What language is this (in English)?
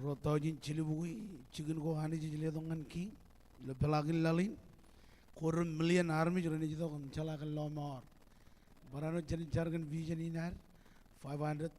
Marshallese